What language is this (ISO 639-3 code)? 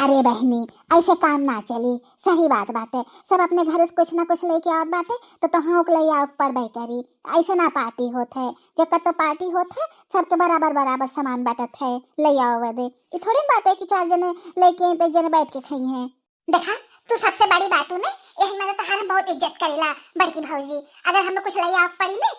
bho